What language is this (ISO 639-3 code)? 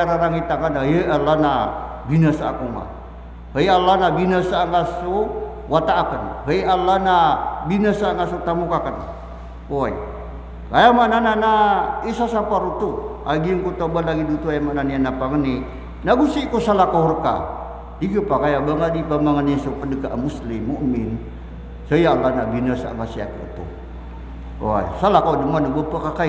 mrw